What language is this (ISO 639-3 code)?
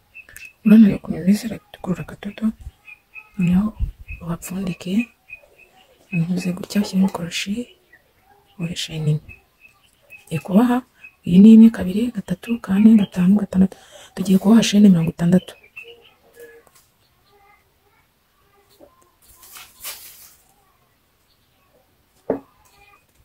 kin